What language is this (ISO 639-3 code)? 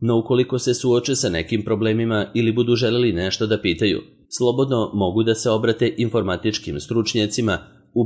srp